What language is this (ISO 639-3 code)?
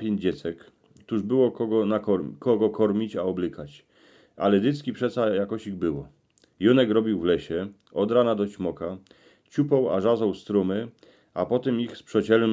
szl